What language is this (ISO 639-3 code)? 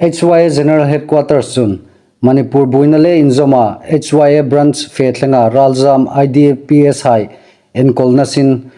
hmr